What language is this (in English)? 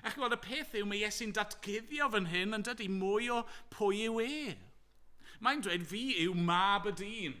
Welsh